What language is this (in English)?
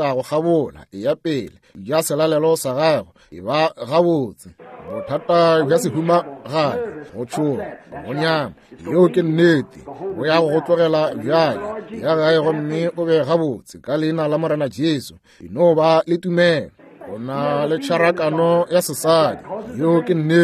Northern Sotho